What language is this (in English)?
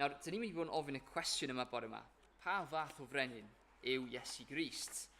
Welsh